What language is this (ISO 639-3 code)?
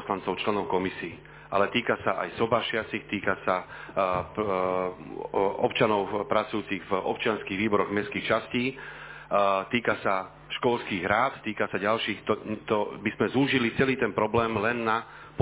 slk